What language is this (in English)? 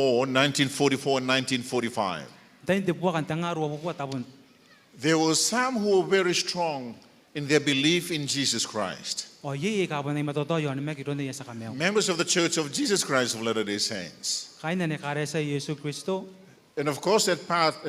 Gilbertese